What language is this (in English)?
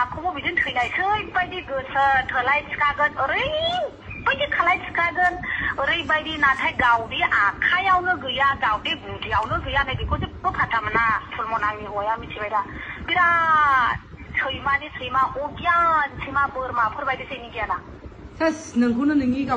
Bodo